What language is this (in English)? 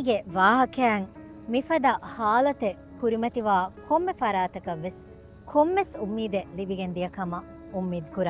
Divehi